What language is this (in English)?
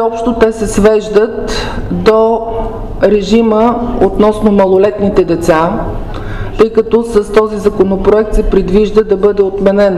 Bulgarian